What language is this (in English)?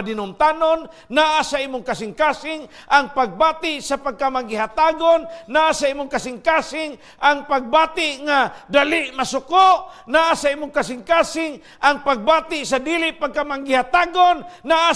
Cebuano